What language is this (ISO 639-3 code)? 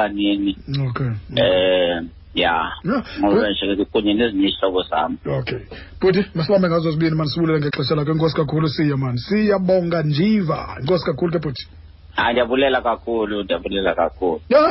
xho